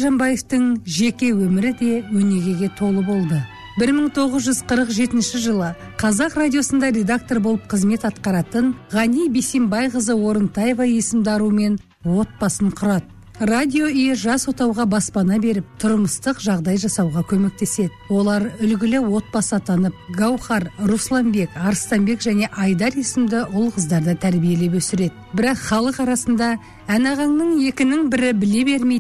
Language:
Kazakh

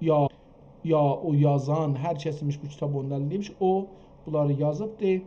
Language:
South Azerbaijani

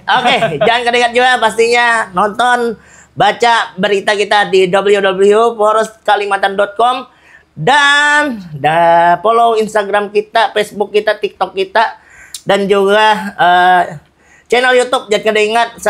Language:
Banjar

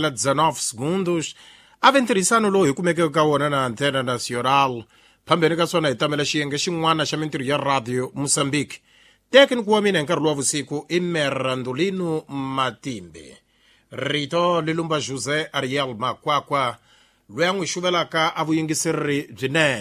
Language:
Tsonga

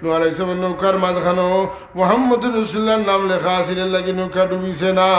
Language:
Sylheti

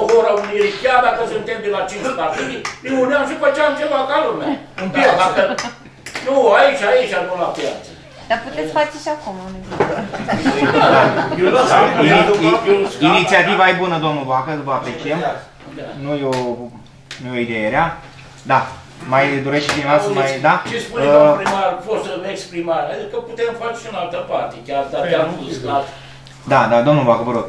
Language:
Romanian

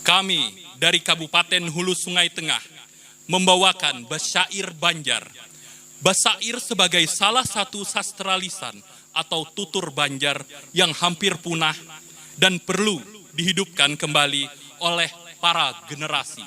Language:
Banjar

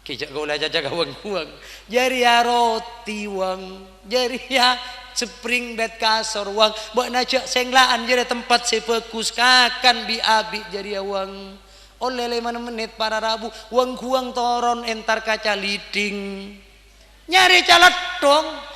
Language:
Madurese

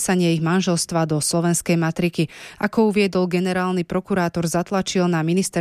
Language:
Slovak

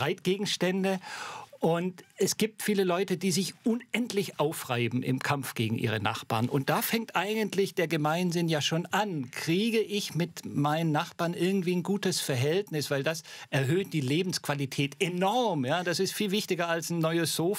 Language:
German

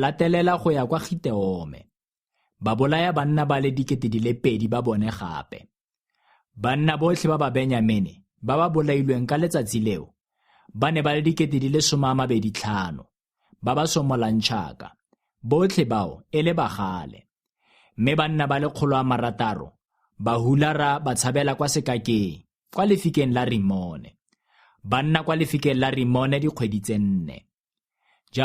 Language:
Tswana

